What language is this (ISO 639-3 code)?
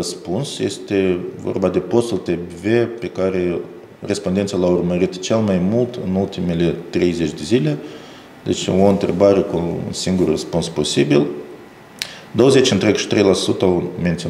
ron